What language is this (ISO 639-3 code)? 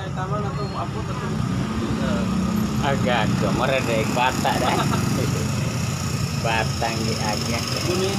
ceb